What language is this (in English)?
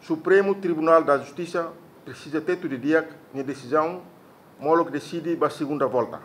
Tetum